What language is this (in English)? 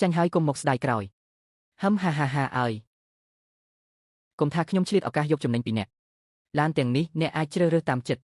Khmer